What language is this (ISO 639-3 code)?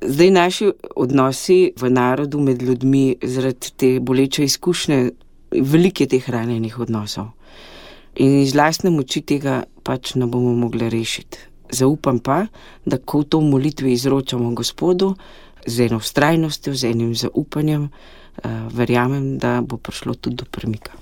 slv